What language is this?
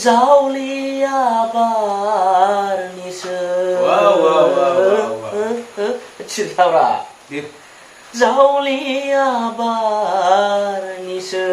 Bodo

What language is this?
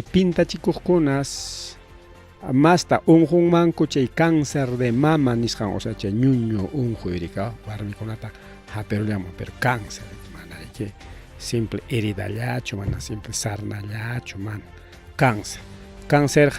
Ayacucho Quechua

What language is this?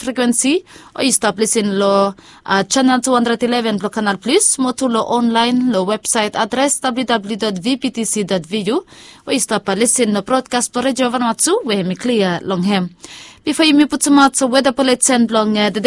Bislama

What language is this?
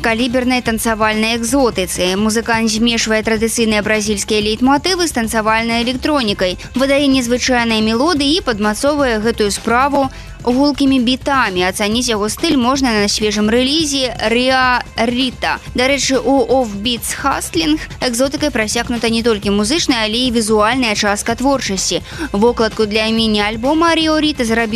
Belarusian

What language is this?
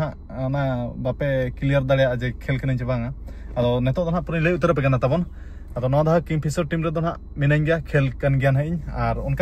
Santali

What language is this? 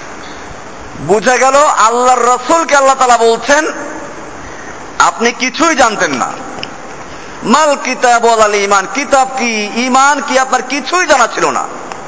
Bangla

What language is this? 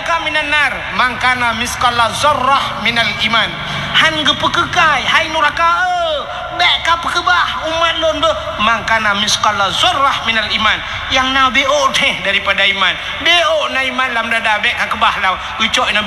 Achinese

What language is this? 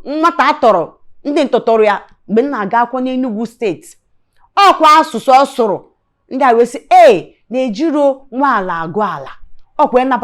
Igbo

